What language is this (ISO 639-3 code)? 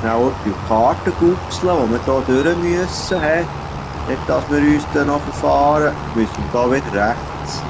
gsw